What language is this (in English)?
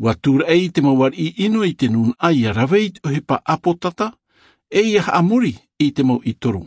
Tahitian